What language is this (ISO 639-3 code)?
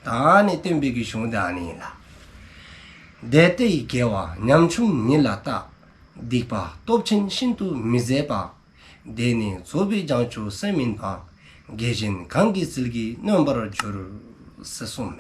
dzo